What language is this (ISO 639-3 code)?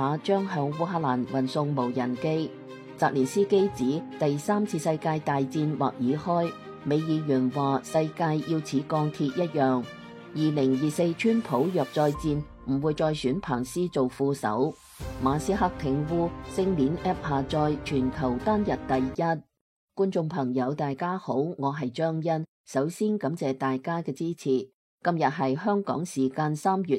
yue